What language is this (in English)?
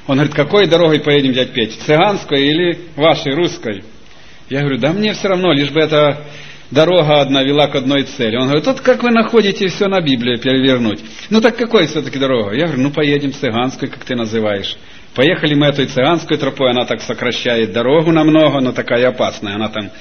Russian